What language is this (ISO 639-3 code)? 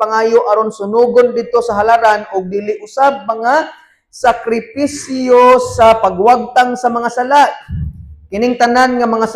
ceb